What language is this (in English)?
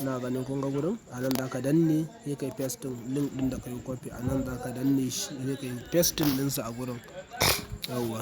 Hausa